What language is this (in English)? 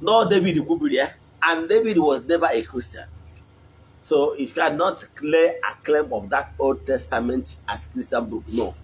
Igbo